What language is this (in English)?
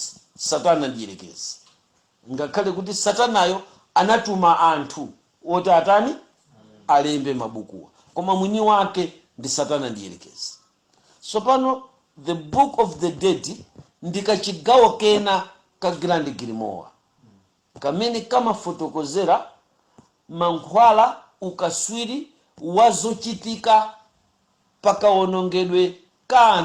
Nyanja